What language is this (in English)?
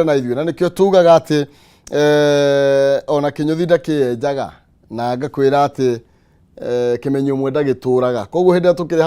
Kikuyu